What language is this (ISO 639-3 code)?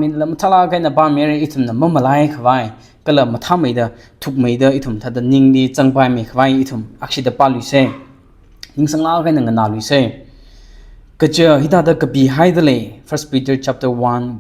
nmf